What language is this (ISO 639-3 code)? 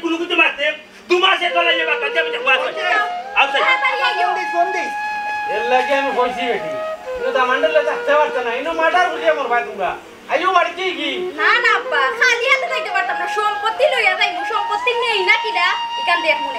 syl